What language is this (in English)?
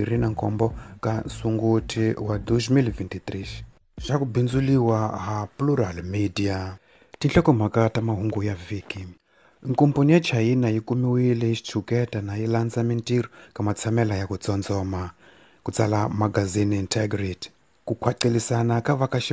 Tsonga